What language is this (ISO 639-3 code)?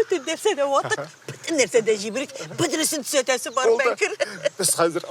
tat